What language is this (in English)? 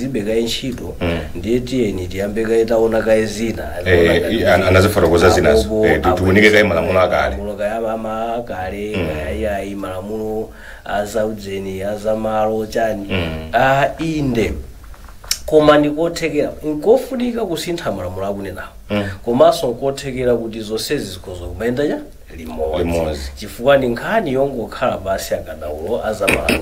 Nyanja